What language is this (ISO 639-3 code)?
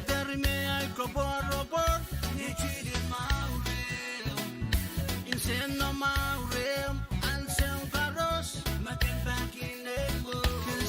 pon